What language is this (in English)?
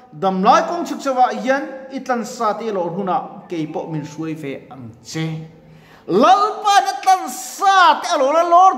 Mizo